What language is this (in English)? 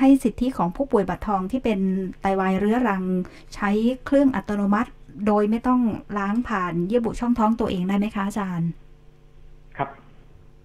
Thai